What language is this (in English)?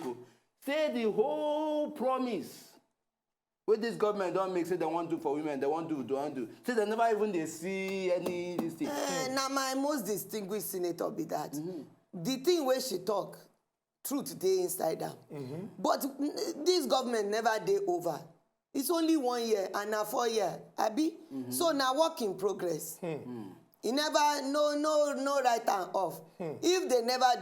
Nigerian Pidgin